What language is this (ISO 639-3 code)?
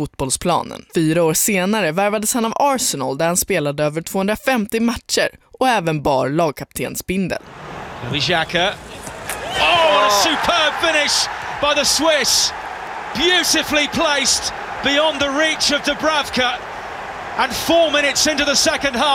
swe